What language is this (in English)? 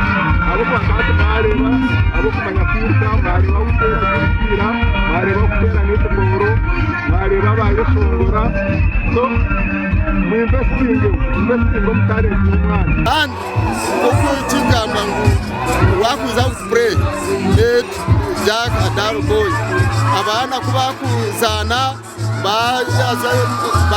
Nyankole